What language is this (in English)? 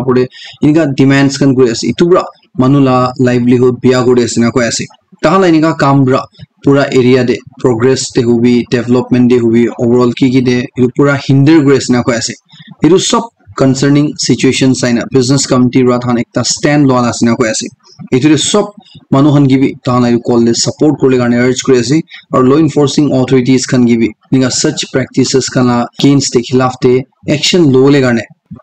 Naga Pidgin